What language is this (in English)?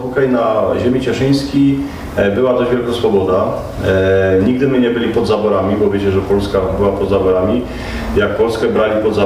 Silesian